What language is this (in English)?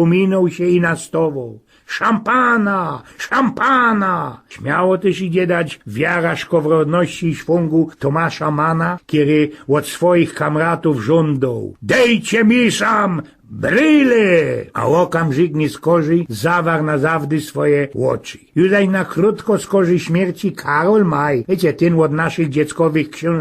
Silesian